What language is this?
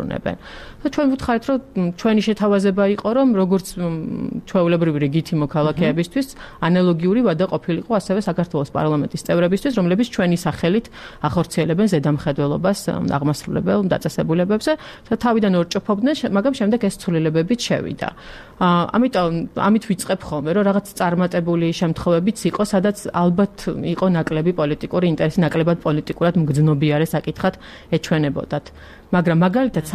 Georgian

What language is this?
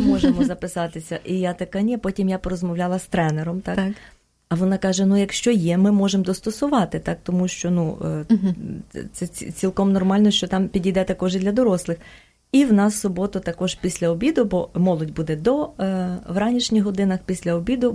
Ukrainian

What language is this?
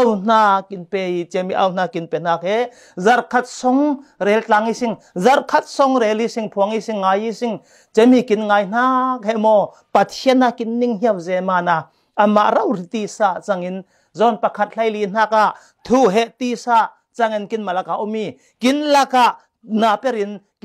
Falam Chin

